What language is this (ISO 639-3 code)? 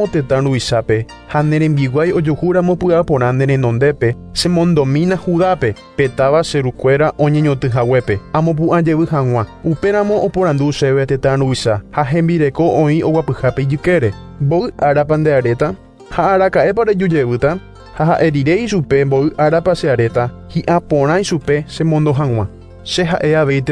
grn